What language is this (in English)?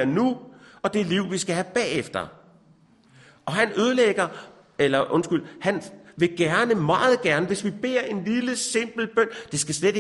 Danish